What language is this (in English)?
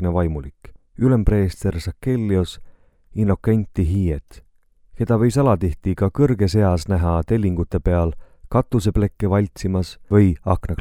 Estonian